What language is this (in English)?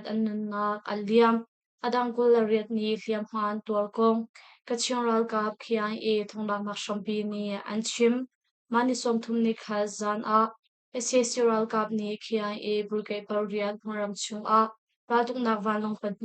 Hakha Chin